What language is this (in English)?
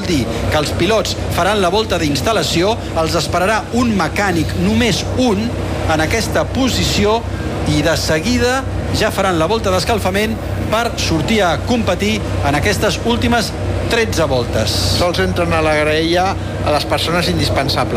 Catalan